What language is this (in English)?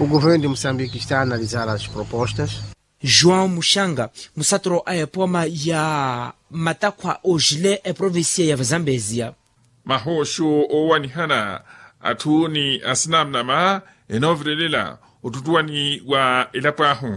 Makhuwa